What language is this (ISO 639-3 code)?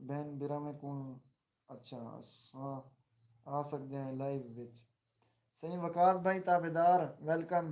skr